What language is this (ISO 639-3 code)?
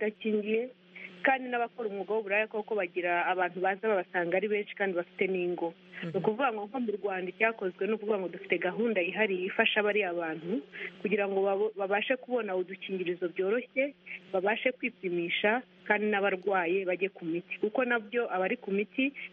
kin